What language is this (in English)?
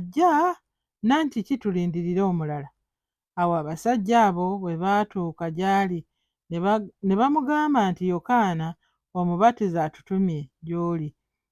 Ganda